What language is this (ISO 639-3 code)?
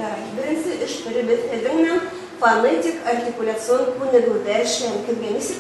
bak